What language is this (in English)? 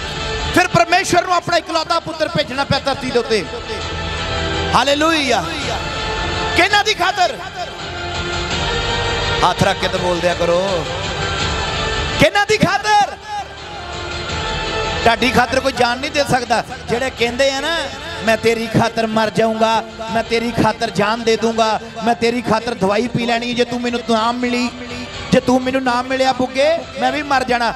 Punjabi